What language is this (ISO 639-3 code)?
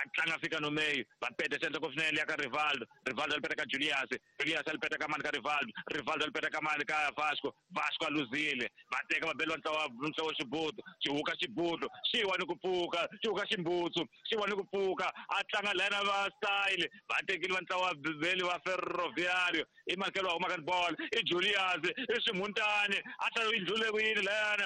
tso